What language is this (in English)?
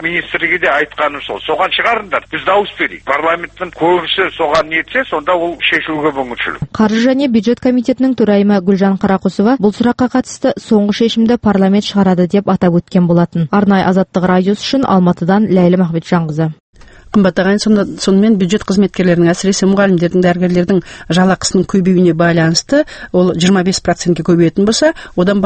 Kazakh